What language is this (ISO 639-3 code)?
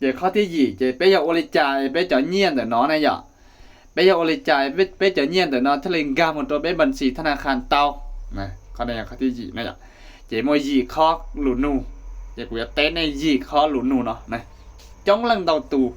hmn